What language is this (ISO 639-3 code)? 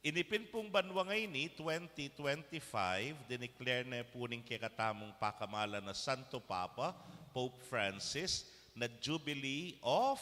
pam